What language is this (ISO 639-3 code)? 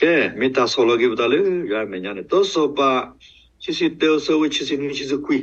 ksw